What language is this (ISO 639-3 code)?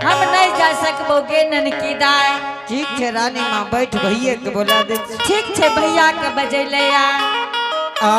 anp